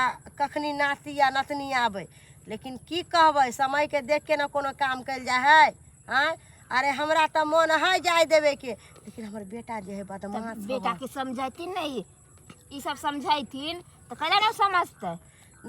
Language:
Maithili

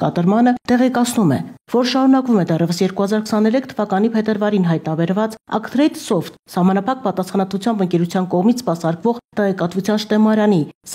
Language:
Armenian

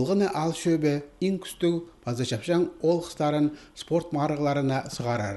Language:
Khakas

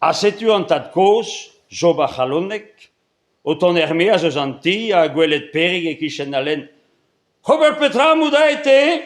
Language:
Breton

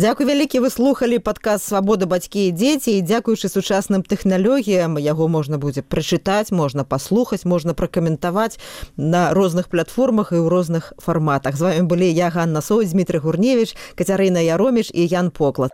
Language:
Belarusian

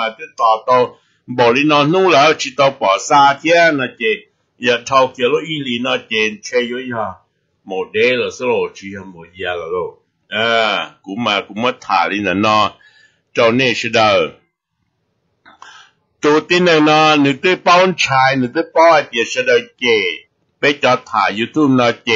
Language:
Vietnamese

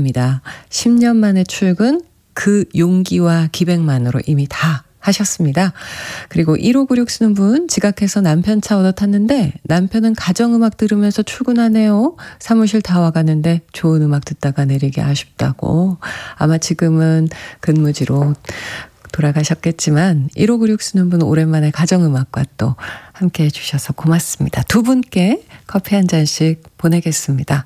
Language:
Korean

